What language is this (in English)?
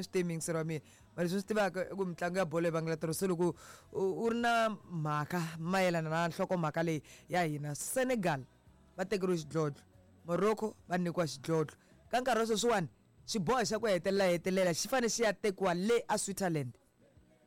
Tsonga